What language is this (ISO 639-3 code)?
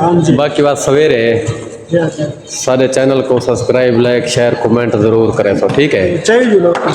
skr